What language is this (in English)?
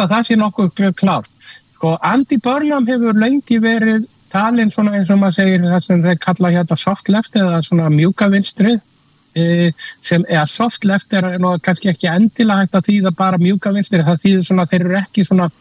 Icelandic